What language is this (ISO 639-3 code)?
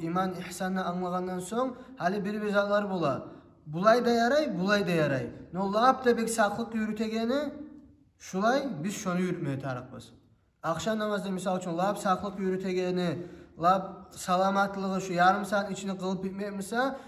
kum